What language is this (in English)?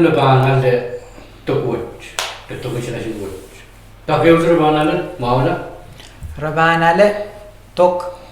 Pohnpeian